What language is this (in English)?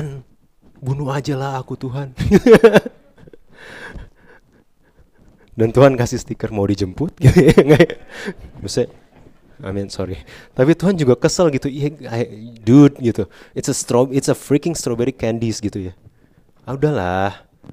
Indonesian